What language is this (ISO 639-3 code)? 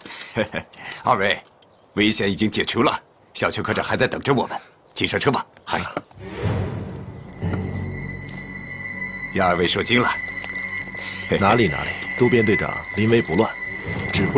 zho